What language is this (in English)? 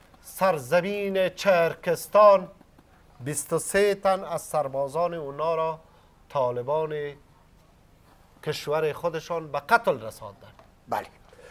Persian